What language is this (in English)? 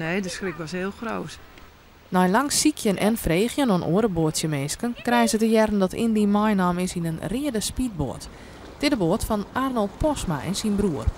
Western Frisian